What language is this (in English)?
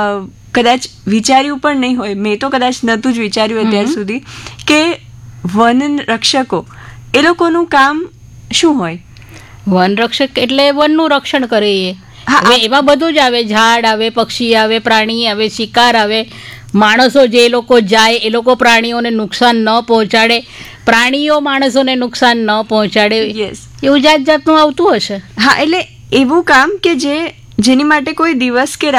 Gujarati